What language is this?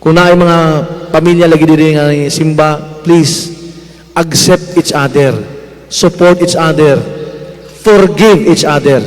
Cebuano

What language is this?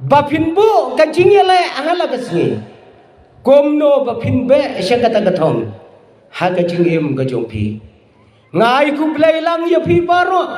Khasi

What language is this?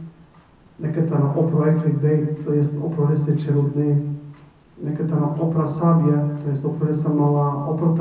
Balkan Romani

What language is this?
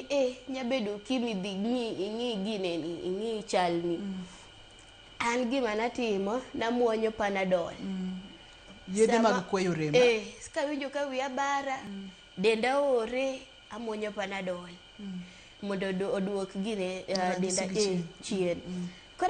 Luo (Kenya and Tanzania)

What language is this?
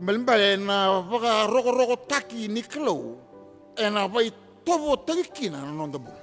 Fijian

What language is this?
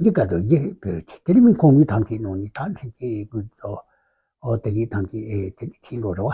Tibetan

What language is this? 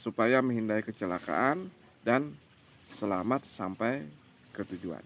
Banjar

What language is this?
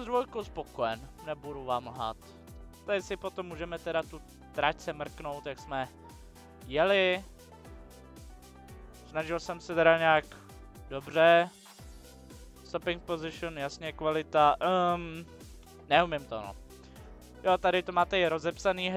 Czech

